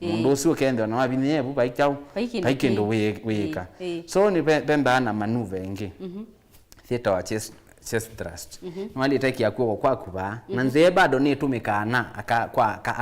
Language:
Kamba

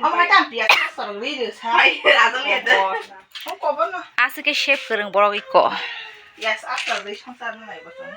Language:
Kok Borok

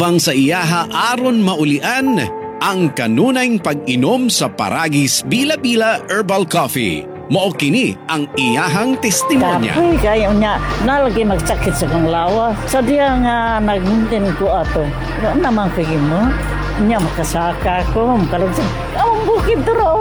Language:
Cebuano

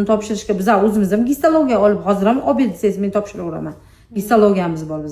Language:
Uzbek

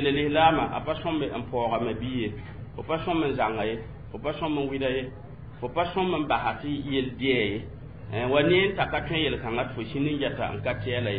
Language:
Mossi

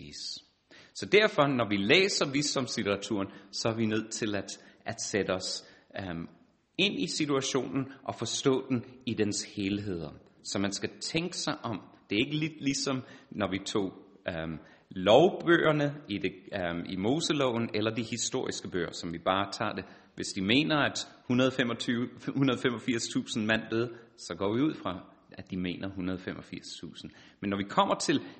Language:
Danish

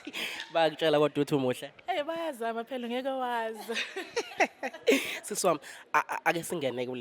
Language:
Zulu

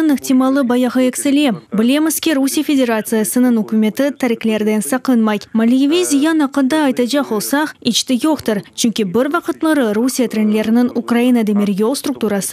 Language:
Crimean Tatar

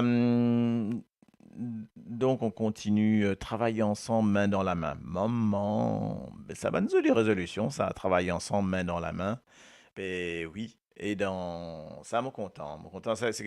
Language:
Morisyen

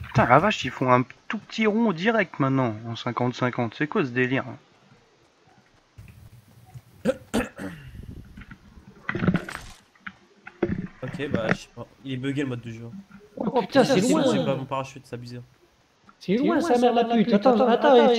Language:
French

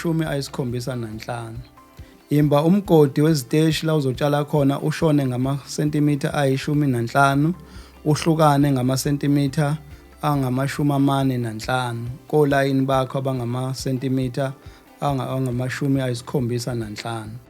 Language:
Zulu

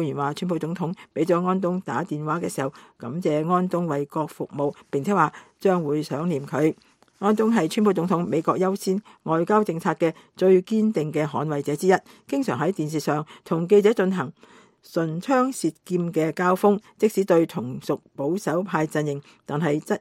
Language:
Cantonese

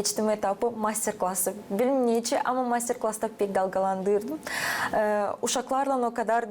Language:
Gagauz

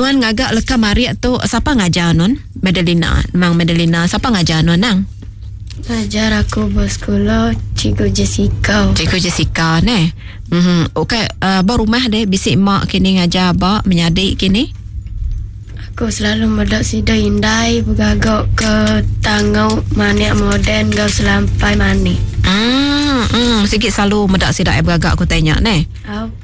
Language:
Iban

